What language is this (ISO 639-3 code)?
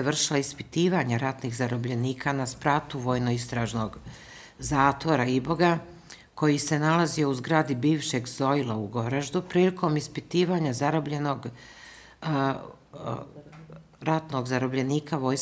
bos